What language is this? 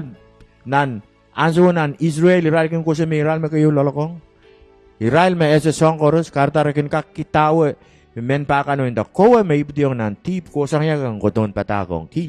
Pohnpeian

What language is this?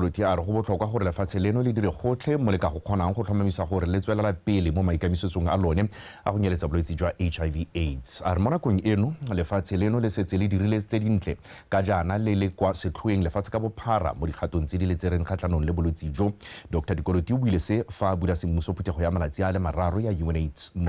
Tswana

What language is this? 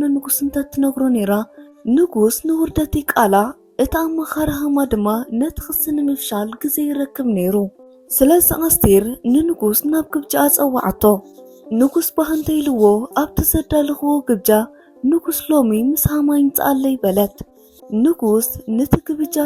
Tigrinya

